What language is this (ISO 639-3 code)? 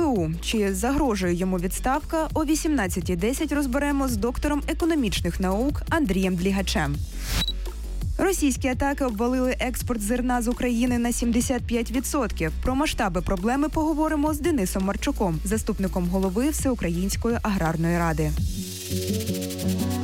ukr